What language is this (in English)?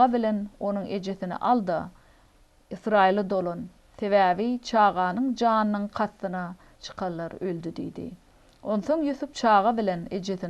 Turkmen